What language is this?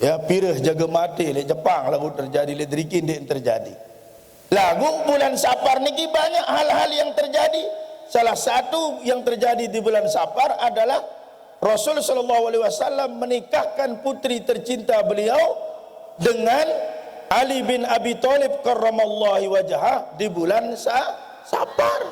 Sasak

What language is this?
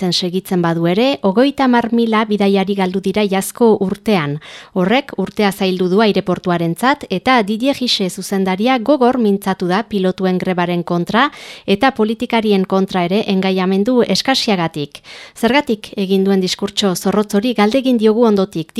Basque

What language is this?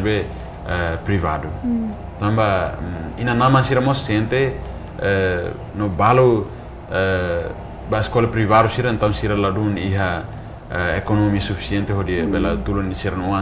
Tetum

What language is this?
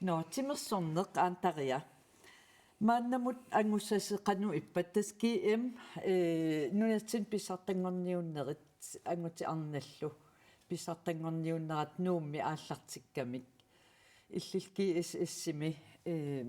Kalaallisut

